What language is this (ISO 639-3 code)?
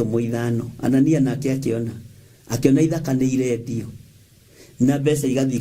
kik